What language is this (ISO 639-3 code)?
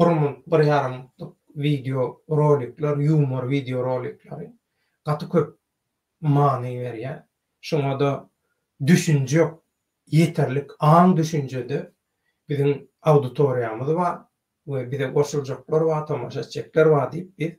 tuk